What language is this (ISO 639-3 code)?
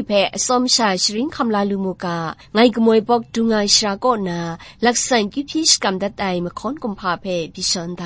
kac